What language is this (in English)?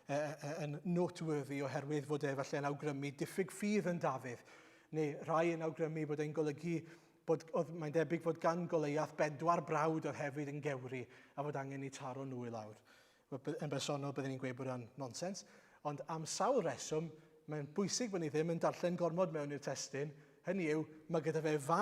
Welsh